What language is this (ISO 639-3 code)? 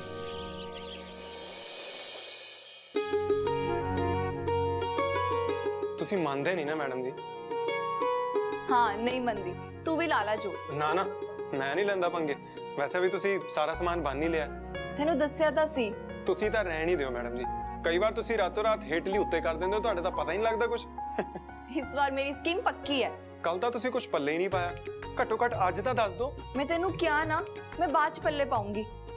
pan